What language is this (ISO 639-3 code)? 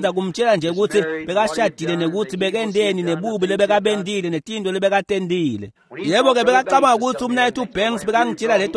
ssw